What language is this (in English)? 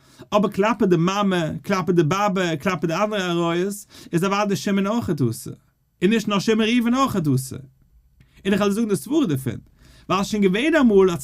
Yiddish